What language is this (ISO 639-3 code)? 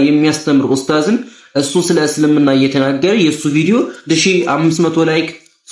amh